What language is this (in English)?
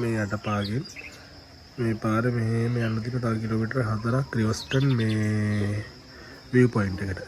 Sinhala